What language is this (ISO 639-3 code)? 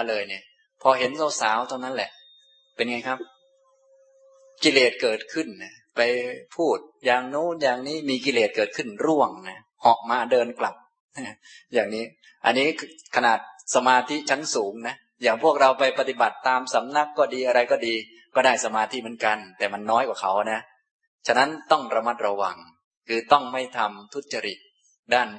tha